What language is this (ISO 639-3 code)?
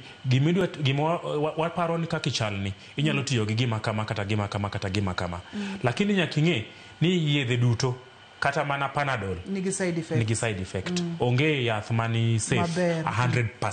luo